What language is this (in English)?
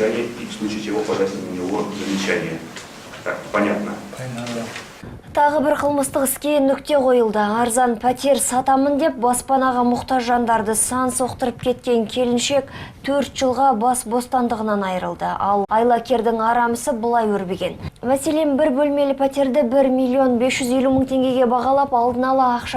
Kazakh